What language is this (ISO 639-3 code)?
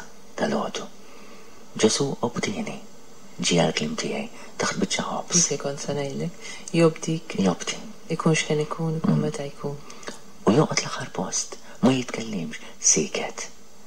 mlt